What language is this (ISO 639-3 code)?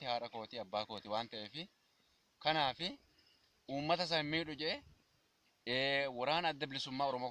orm